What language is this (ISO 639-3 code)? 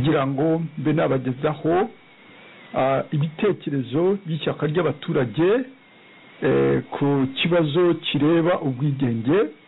kin